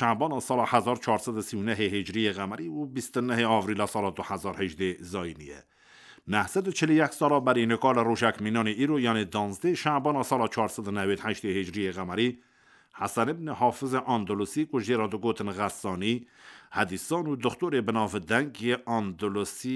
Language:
Kurdish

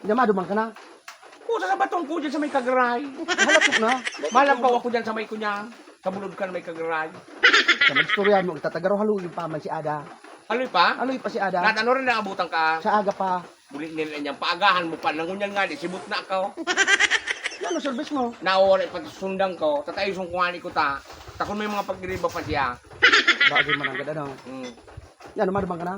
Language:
Bikol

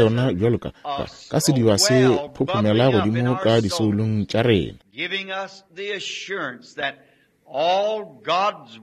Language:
Northern Sotho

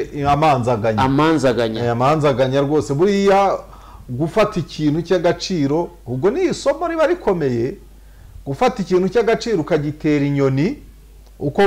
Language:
Kinyarwanda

